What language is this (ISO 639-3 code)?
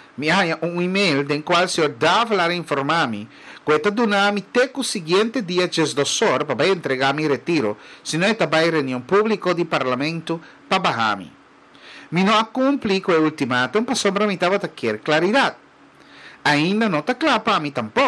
pap